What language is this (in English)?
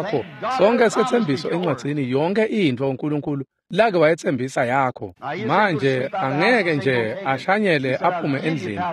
Swati